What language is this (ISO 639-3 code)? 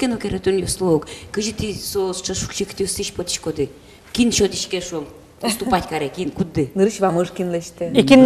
udm